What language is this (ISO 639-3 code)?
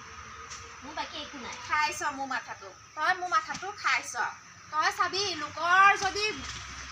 asm